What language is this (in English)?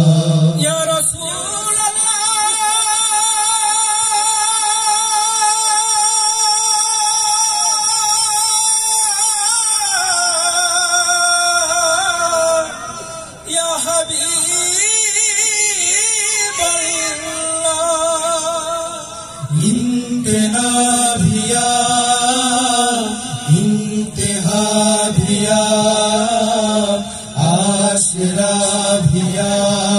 Urdu